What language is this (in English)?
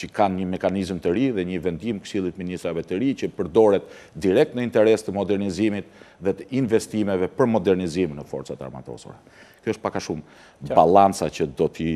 Albanian